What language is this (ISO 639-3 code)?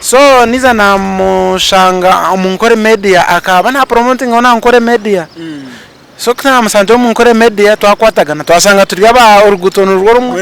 nyn